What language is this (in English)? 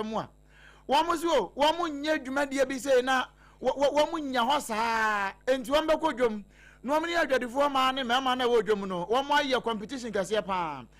Akan